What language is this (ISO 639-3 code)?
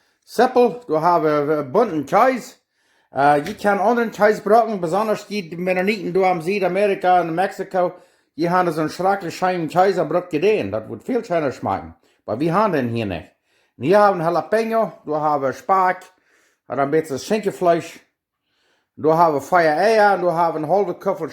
pdt